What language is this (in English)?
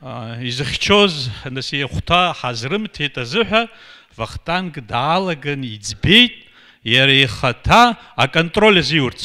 Abkhazian